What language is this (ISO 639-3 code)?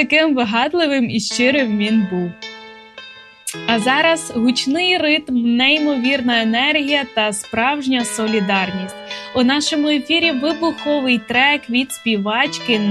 ukr